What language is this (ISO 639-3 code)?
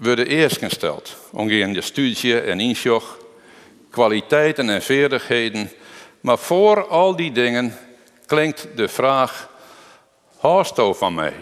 fry